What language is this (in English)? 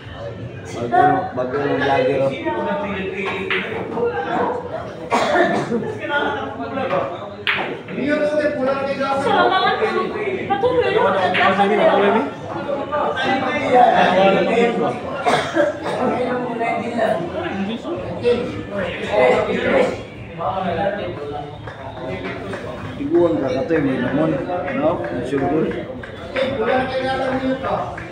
Filipino